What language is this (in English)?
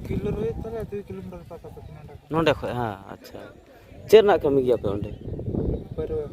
Santali